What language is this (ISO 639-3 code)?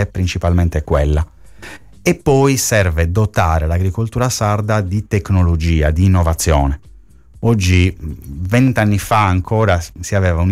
ita